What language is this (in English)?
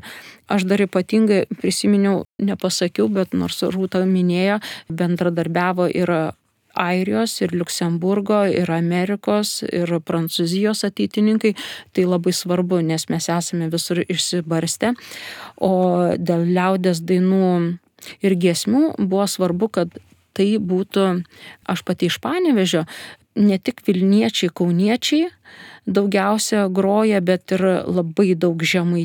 Lithuanian